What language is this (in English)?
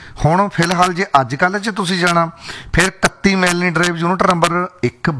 Punjabi